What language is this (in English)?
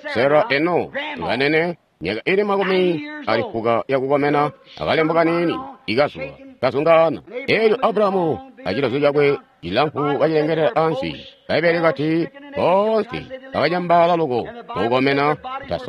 Tonga (Zambia)